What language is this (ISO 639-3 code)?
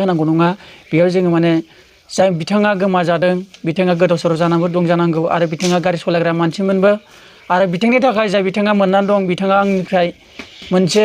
brx